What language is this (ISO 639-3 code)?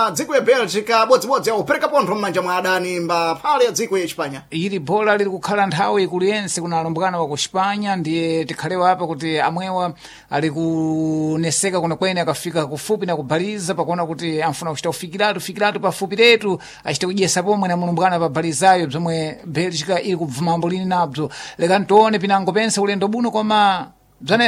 seh